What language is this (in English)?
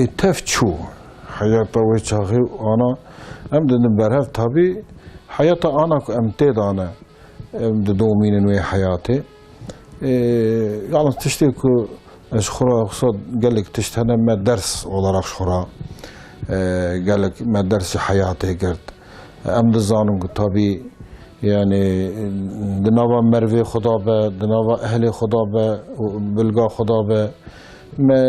Kurdish